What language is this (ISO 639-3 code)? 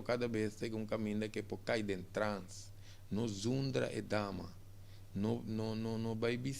pap